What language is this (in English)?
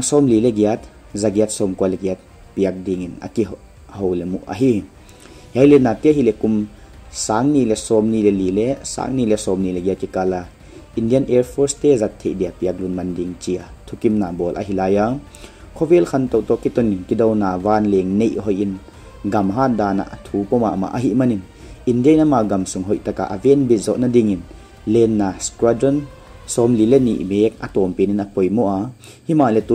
Paite Chin